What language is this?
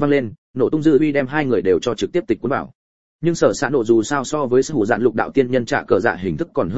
Vietnamese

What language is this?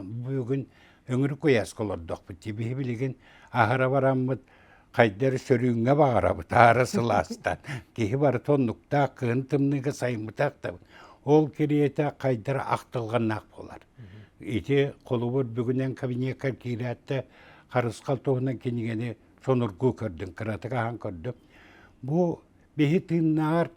Yakut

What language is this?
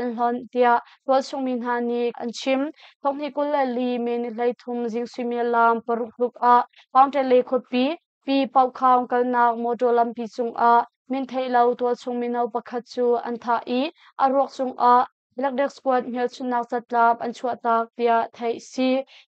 Hakha Chin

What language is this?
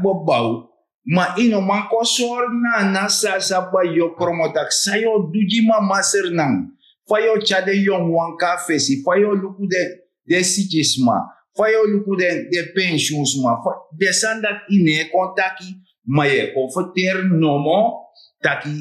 Sranan Tongo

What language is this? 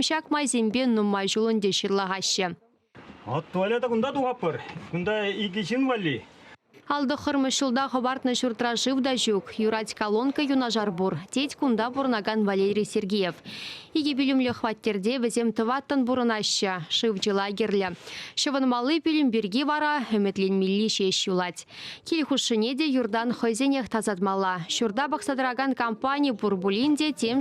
Chuvash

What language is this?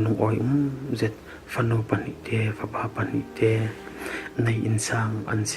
Falam Chin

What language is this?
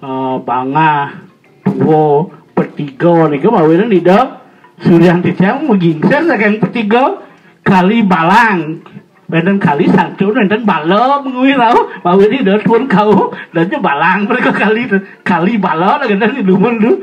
Balinese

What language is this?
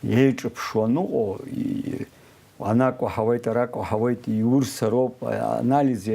Abkhazian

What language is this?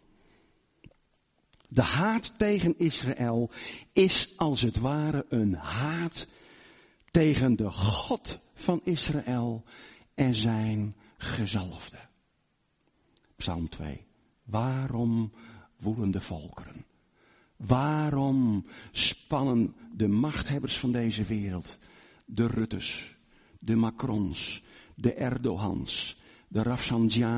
Dutch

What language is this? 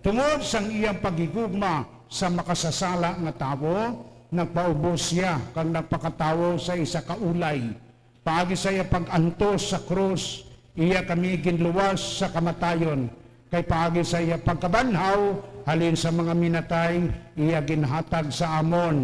Hiligaynon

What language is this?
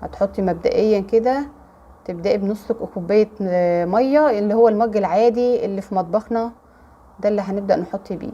Egyptian Arabic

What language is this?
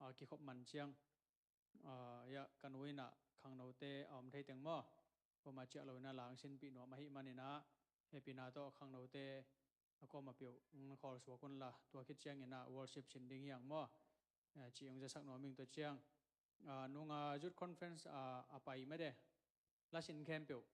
Tedim Chin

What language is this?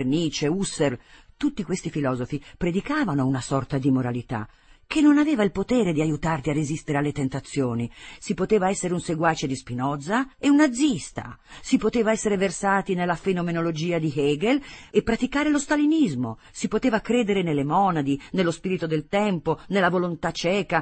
Italian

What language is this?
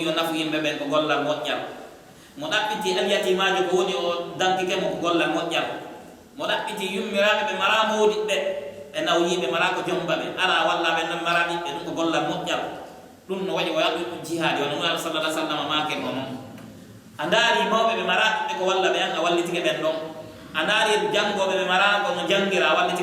Pular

